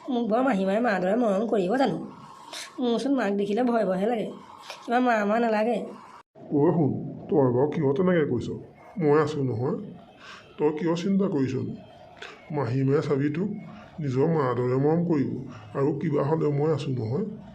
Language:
Assamese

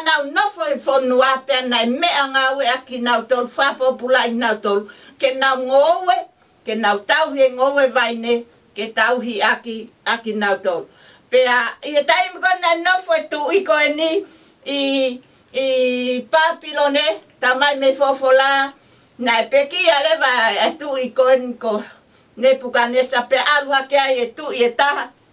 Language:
Tongan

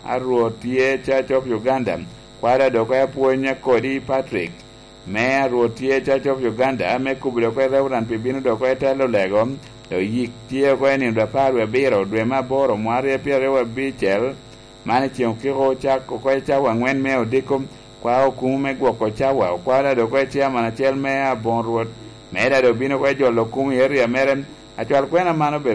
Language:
Lango (Uganda)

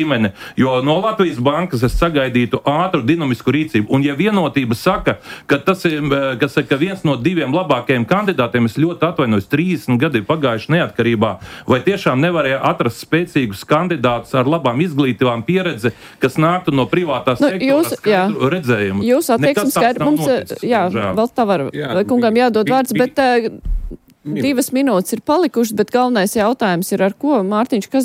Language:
Latvian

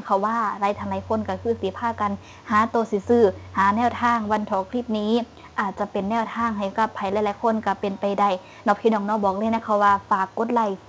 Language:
Northeastern Thai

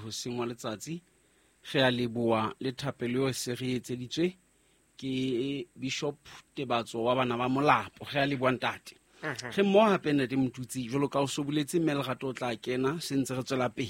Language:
Southern Sotho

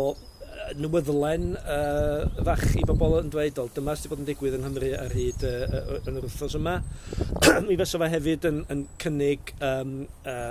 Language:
Welsh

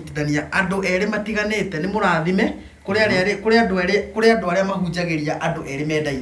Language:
Kikuyu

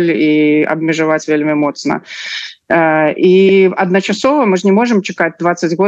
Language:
Belarusian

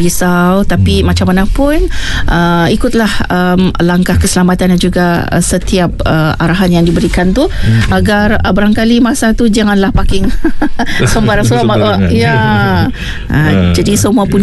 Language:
Malay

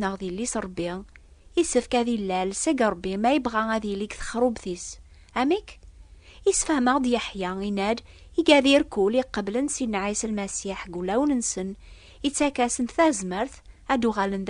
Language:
Kabyle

